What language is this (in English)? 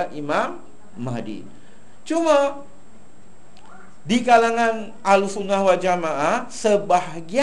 Malay